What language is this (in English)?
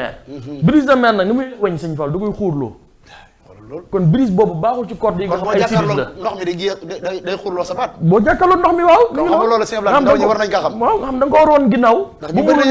Wolof